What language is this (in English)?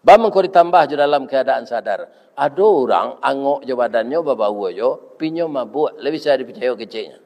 Minangkabau